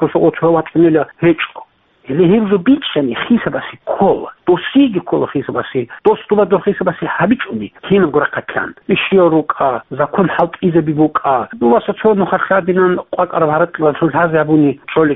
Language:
Avaric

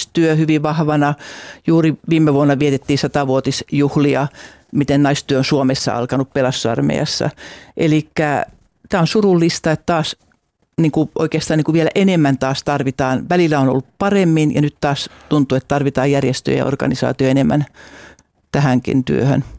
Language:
Finnish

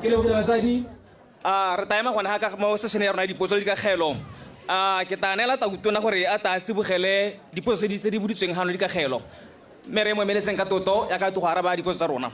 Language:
Tswana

